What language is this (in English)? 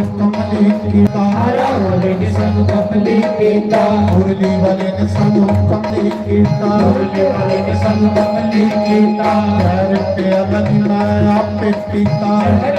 Dogri